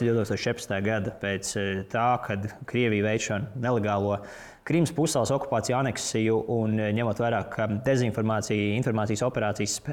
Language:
Latvian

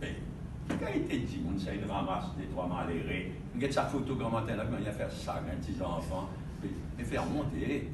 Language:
Morisyen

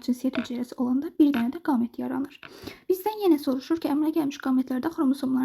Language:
Azerbaijani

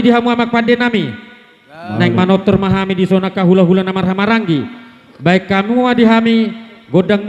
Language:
Batak Toba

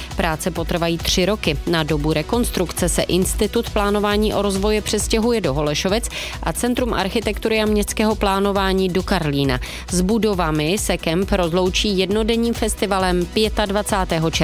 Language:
Czech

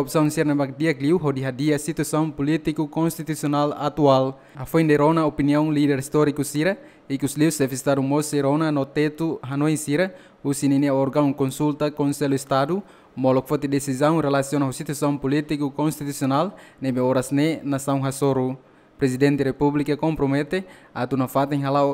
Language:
Tetum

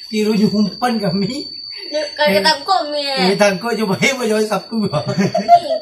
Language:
Minangkabau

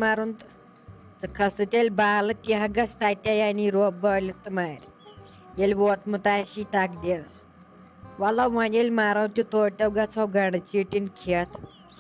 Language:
Kashmiri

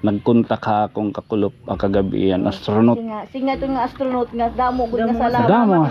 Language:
Waray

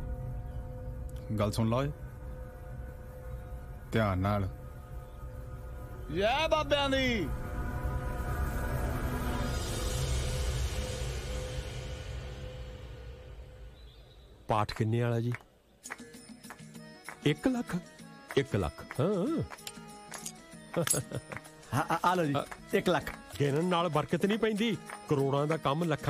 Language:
Punjabi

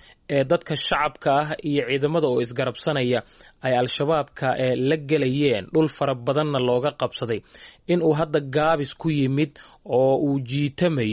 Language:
Somali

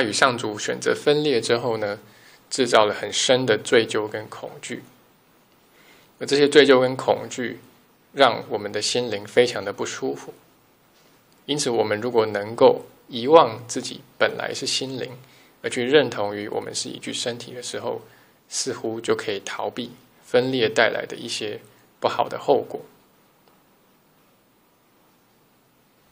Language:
Chinese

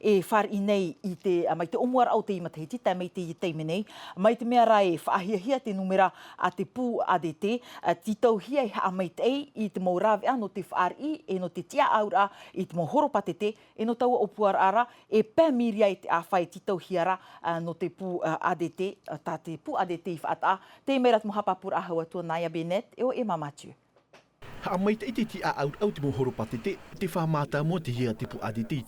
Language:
Tahitian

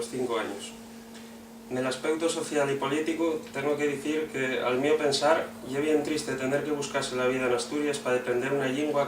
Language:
Asturian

